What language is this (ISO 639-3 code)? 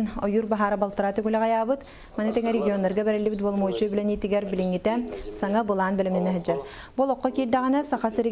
sah